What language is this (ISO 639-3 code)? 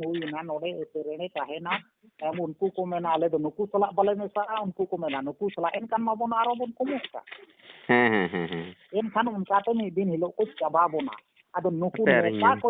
sat